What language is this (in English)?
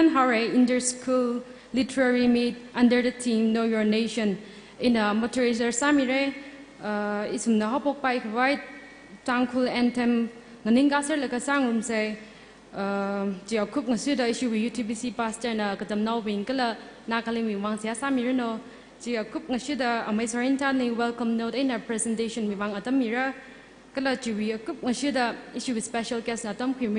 Tangkhul Naga (India)